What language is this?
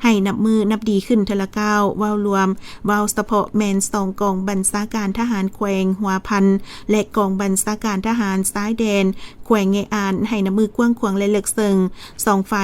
Lao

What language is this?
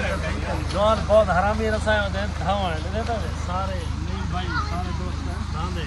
Saraiki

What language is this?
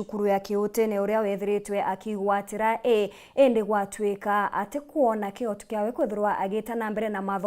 Meru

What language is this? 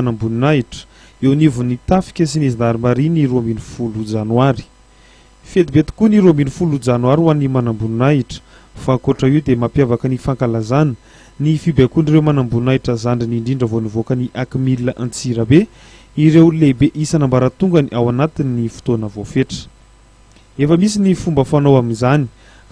Malagasy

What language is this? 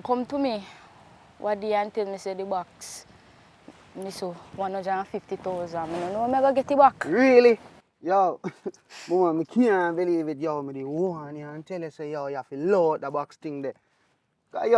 Jamaican Creole English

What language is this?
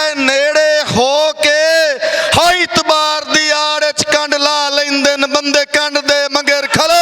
Western Panjabi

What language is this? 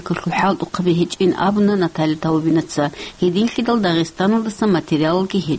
Avaric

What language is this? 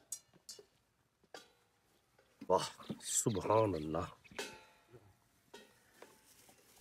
Punjabi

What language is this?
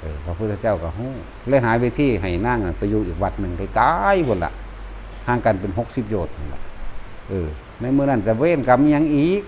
Northeastern Thai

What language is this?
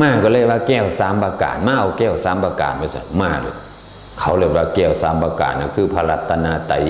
Northeastern Thai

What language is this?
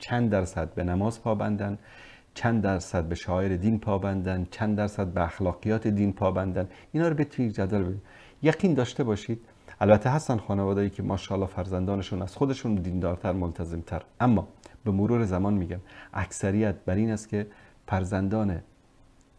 Persian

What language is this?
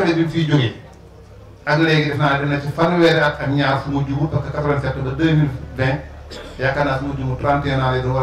Wolof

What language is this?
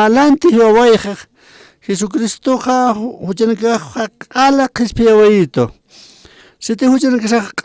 Aymara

